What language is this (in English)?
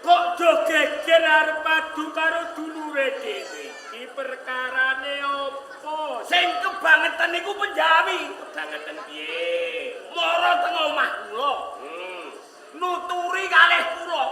Javanese